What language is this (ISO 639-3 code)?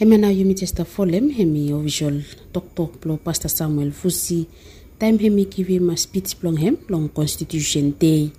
bis